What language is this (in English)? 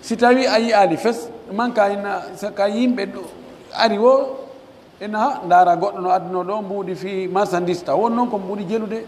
Pular